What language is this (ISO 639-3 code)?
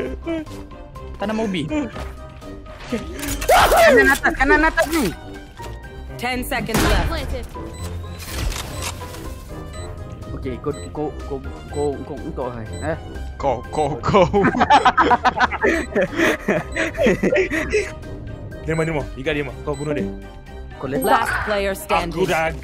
msa